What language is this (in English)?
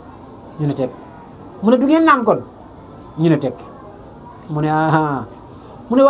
Wolof